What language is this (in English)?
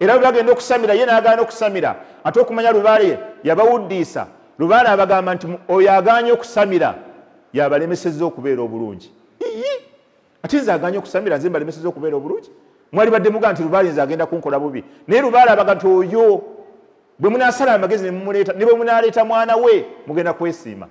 Ganda